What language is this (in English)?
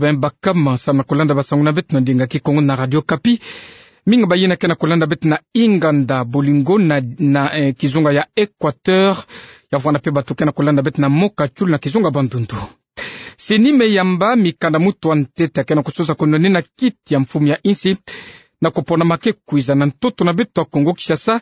Kituba (Democratic Republic of Congo)